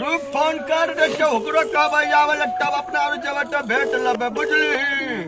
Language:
Maithili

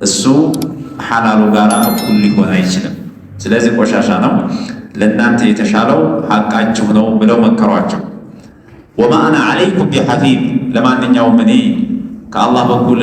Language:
Amharic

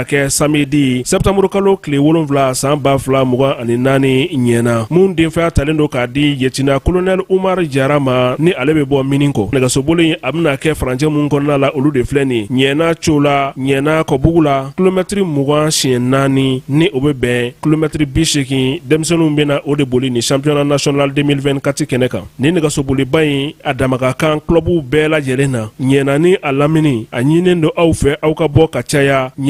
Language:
Bambara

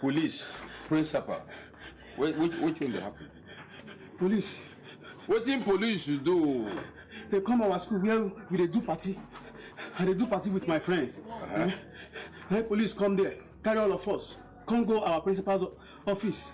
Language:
Nigerian Pidgin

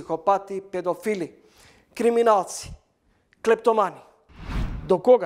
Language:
Macedonian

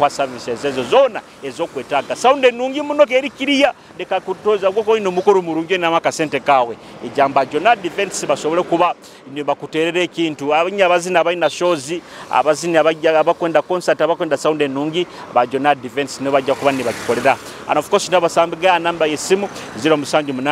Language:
Nyoro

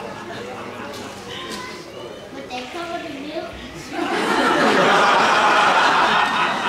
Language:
Danish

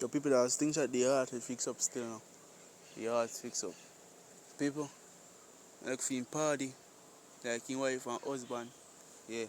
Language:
Jamaican Creole English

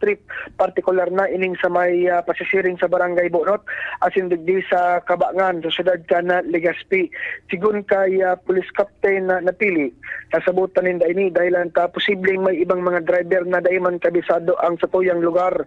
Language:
Bikol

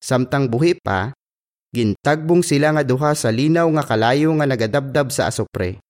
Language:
Hiligaynon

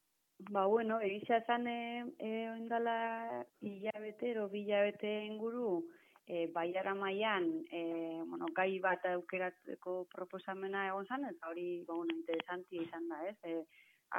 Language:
Basque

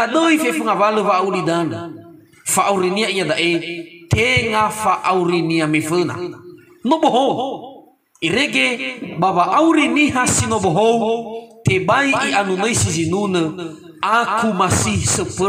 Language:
Nias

